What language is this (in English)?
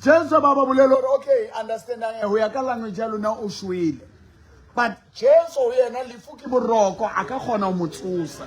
Southern Sotho